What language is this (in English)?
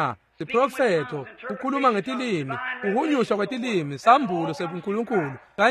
Swati